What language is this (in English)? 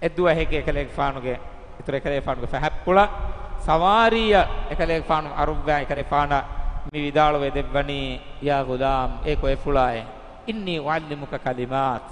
Divehi